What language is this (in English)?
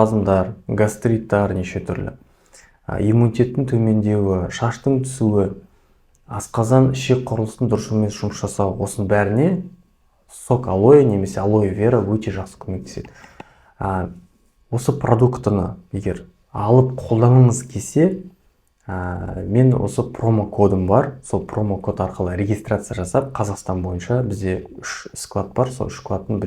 Kazakh